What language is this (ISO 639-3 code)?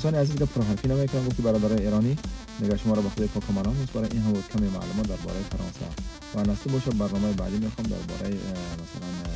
tgk